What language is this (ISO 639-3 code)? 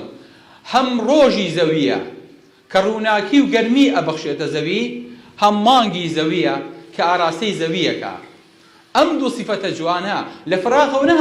ckb